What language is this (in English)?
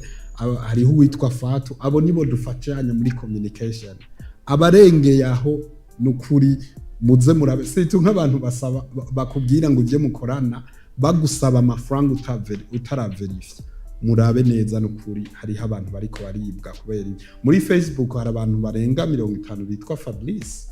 Rundi